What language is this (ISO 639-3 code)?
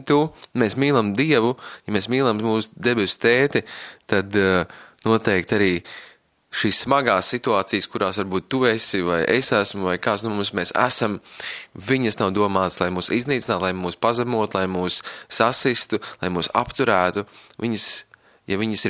lav